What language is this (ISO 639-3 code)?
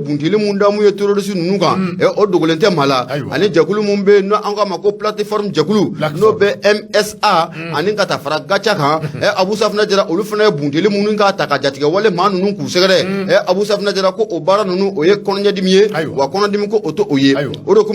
bam